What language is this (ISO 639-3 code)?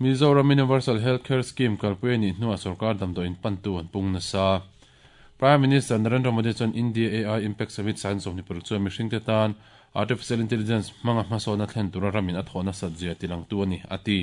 lus